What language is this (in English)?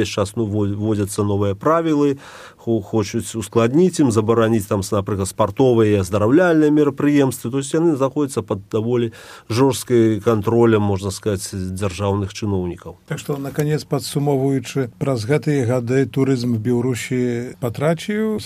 Belarusian